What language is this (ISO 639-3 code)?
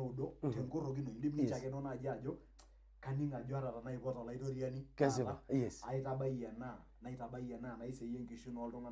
mas